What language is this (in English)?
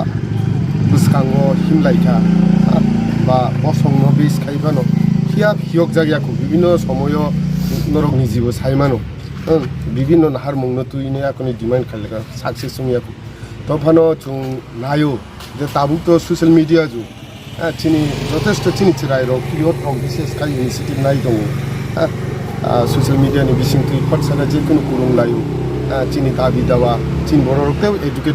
Kok Borok